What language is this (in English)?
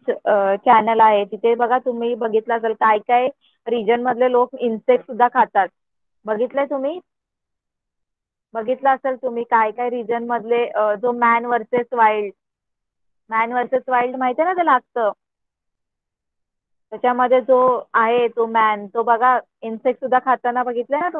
Marathi